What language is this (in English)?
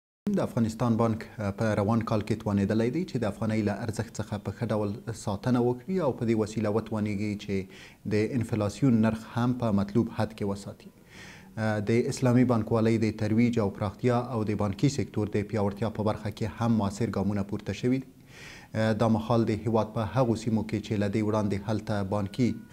Pashto